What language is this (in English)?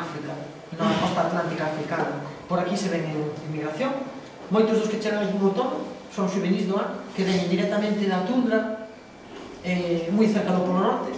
Galician